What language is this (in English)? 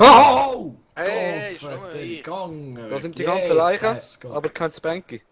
Swiss German